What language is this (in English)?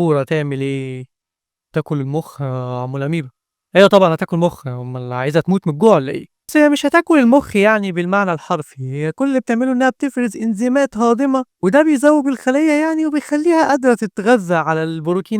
Egyptian Arabic